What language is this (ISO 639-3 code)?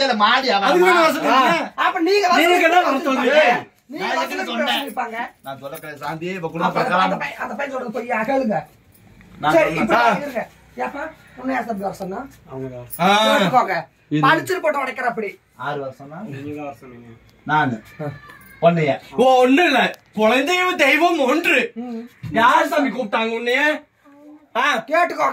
tam